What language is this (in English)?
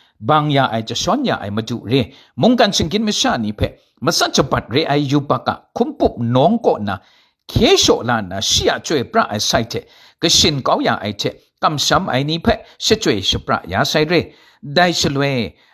Kachin